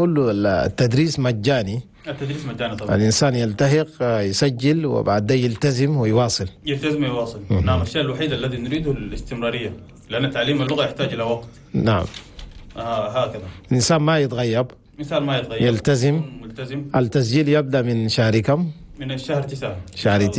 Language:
Chadian Arabic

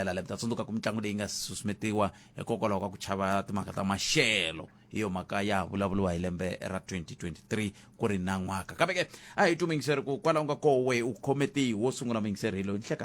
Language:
Tsonga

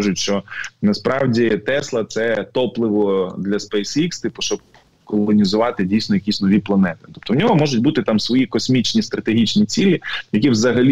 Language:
Ukrainian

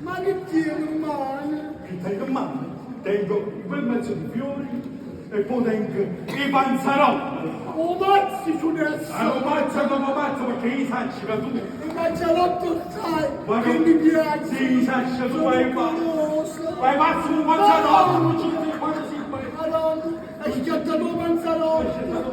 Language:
Neapolitan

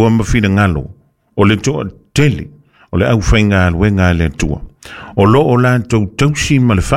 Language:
Samoan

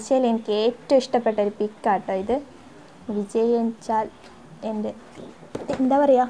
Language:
Malayalam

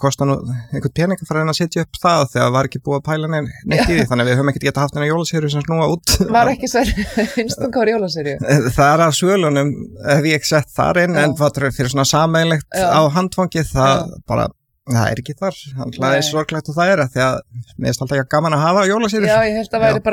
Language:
Icelandic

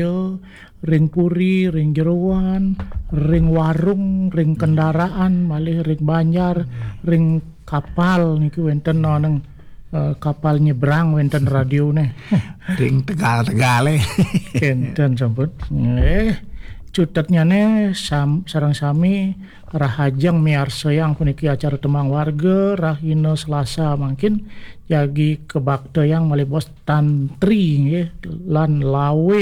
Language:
Balinese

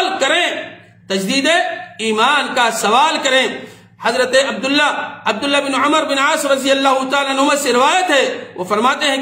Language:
Urdu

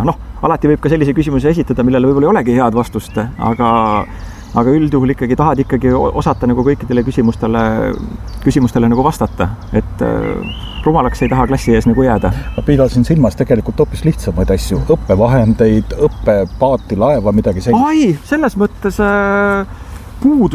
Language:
Estonian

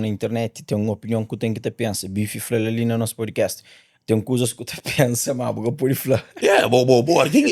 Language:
Kabuverdianu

